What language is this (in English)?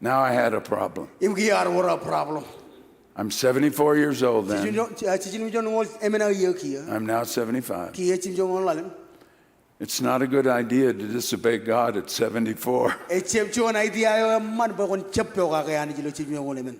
Marshallese